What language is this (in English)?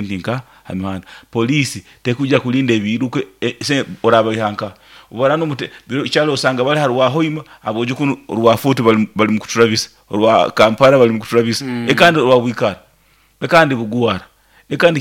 Nyoro